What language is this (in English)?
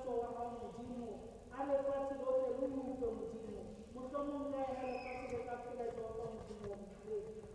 Tswana